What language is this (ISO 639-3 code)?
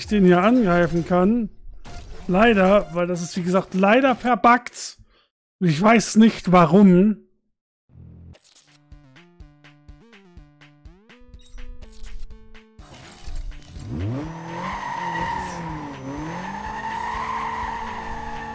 deu